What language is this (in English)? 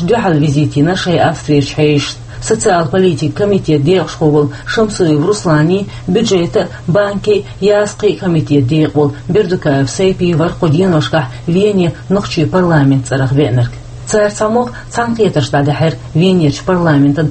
Chechen